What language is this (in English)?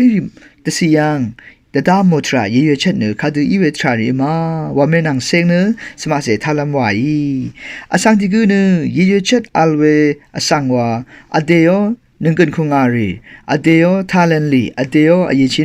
Rawang